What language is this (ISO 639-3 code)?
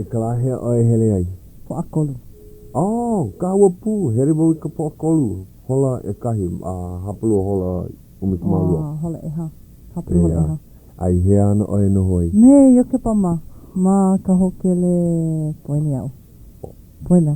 haw